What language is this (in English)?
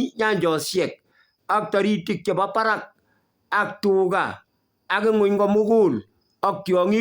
Kalenjin